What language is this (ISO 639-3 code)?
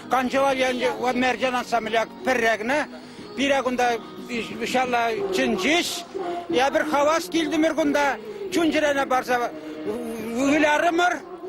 chv